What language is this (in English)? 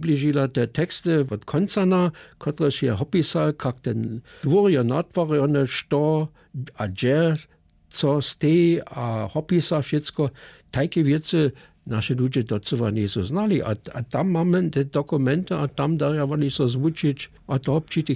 Upper Sorbian